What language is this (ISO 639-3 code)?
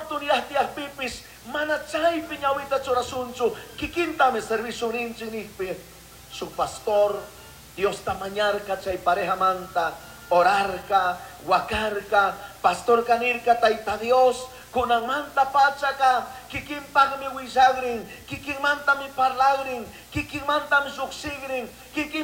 qug